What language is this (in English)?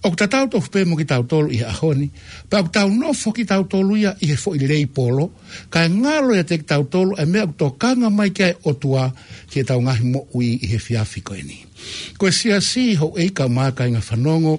Tongan